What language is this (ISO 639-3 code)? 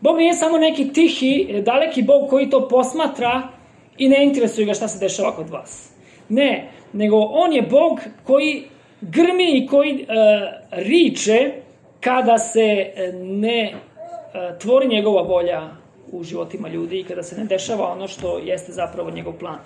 srp